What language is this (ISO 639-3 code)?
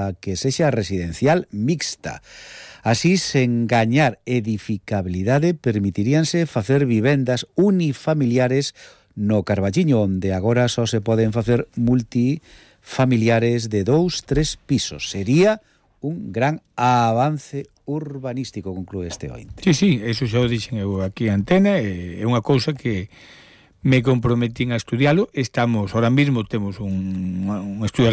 glg